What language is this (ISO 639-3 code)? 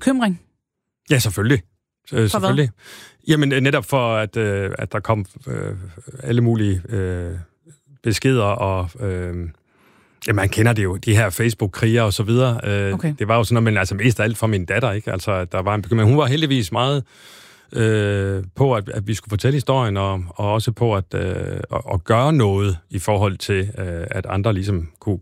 dan